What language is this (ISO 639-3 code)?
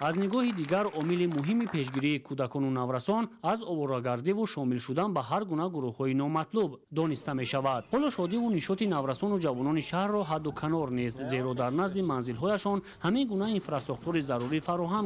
tgk